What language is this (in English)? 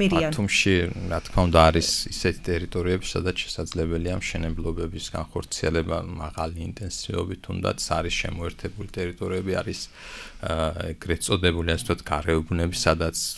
Georgian